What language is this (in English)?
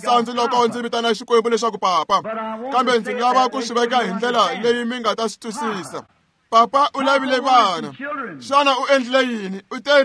Tsonga